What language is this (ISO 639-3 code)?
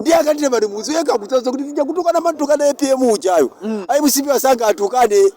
nya